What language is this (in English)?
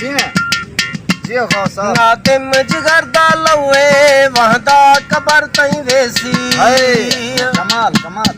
Saraiki